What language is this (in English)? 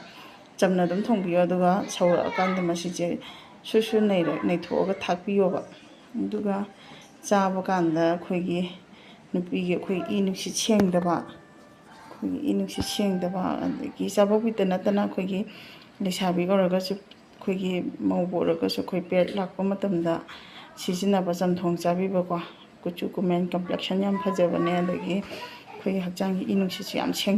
Manipuri